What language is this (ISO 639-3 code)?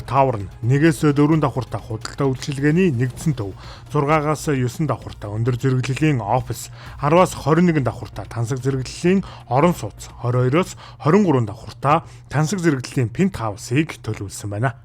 mon